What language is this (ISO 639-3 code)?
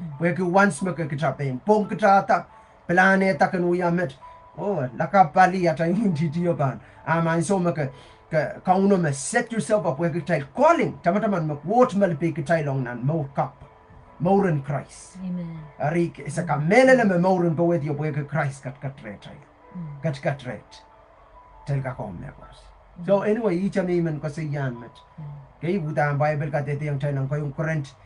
pon